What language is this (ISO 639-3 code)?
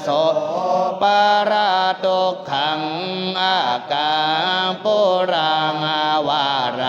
pli